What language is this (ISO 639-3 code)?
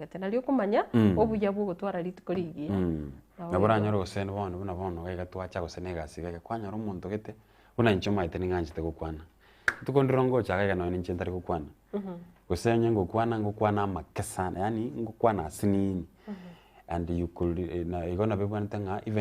guz